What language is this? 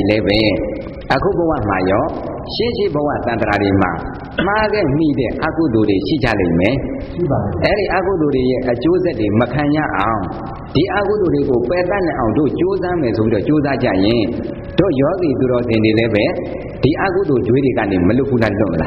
Burmese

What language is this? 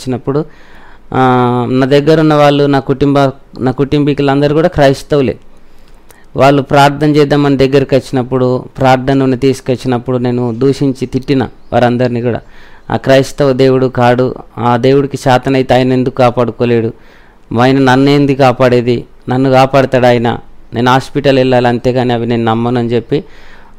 Telugu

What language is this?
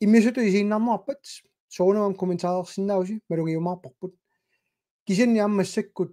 Kalaallisut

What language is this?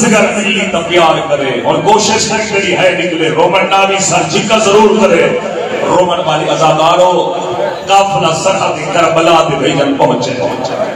Urdu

